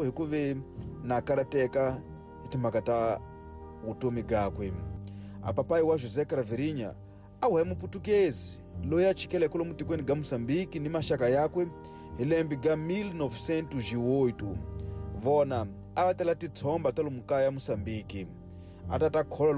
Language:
Tsonga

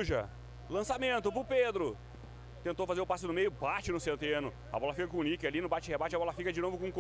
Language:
Portuguese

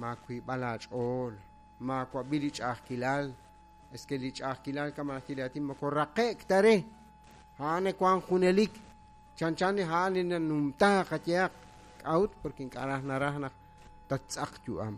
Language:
Kekchí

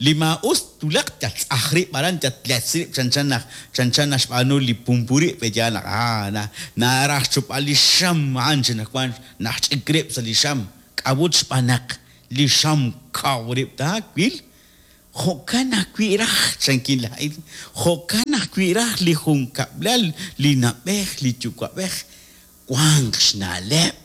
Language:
Kekchí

